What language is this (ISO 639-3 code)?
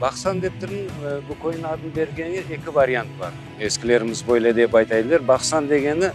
crh